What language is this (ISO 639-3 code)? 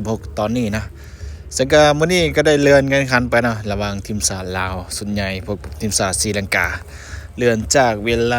lao